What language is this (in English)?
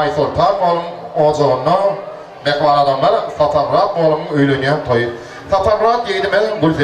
Turkmen